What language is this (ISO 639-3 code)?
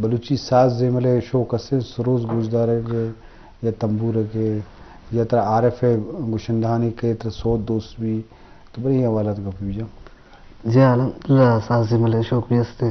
bgp